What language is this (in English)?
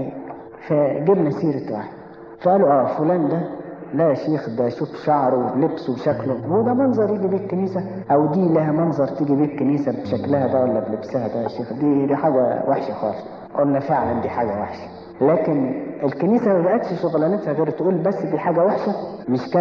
Egyptian Arabic